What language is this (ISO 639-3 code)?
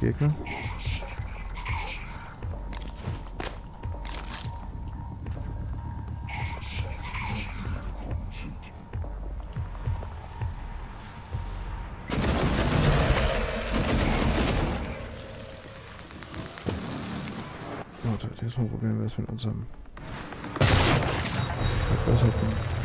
deu